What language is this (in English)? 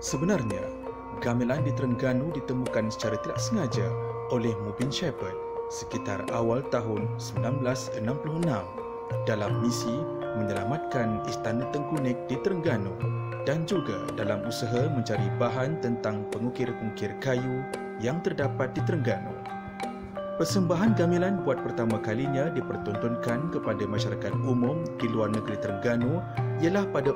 Malay